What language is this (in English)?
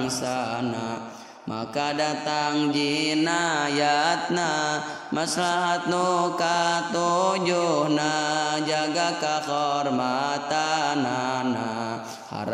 Sundanese